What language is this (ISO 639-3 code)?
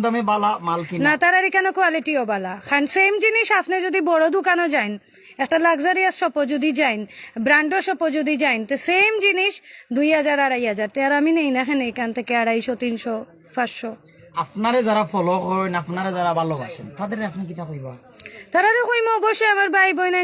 syl